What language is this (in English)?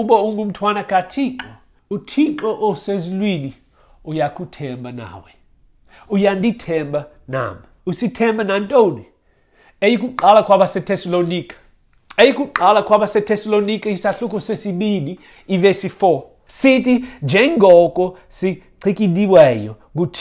Xhosa